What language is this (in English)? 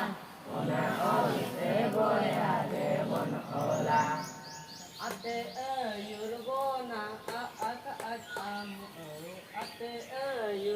Santali